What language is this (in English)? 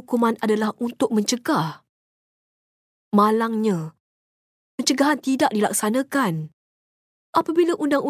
Malay